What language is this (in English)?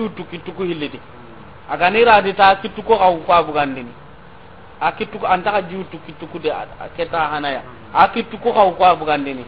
Soninke